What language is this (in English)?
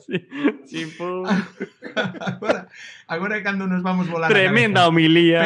Galician